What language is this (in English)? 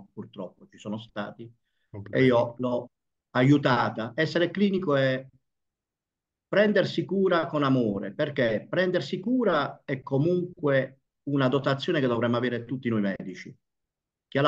Italian